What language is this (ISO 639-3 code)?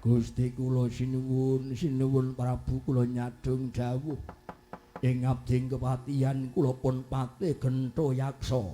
jav